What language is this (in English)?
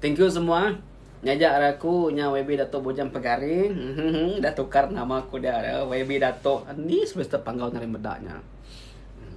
Iban